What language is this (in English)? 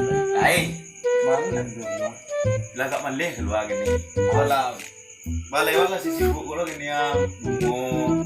Minangkabau